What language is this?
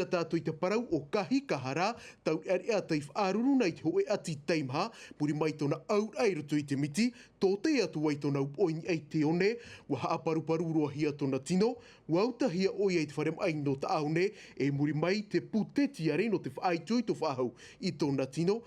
Tahitian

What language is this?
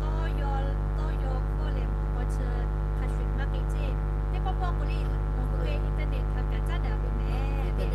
Lahu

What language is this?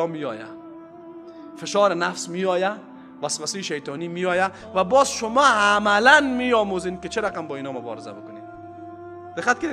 Persian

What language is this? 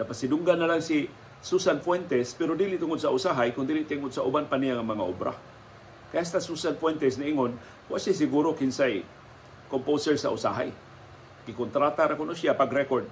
Cebuano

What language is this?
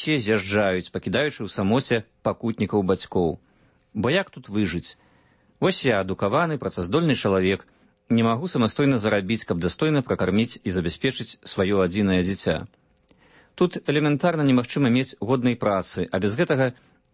Belarusian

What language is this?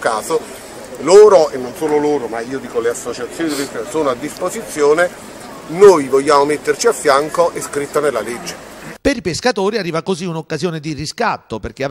Italian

